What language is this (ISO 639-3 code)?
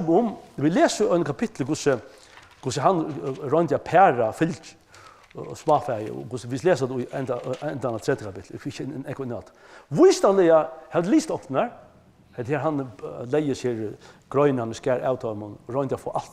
fao